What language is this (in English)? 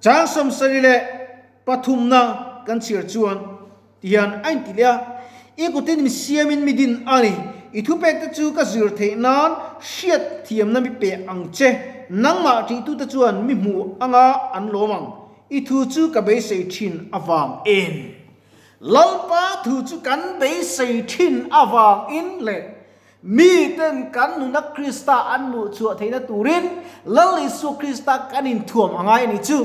Mizo